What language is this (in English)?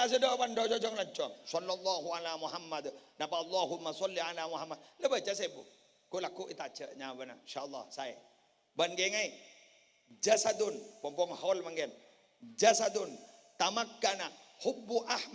Madurese